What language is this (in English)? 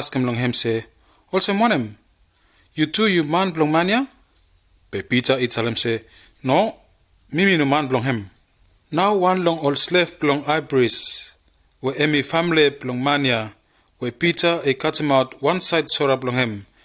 Bislama